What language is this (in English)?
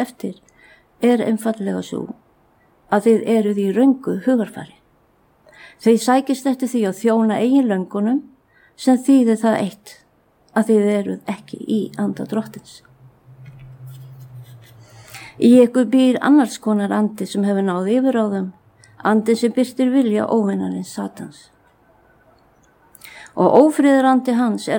Icelandic